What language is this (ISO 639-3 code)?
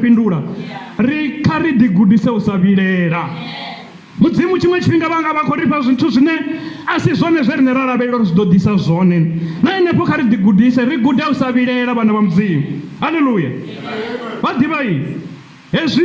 ven